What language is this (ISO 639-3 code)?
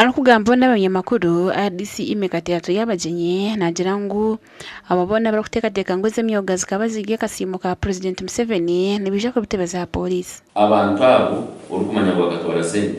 nyn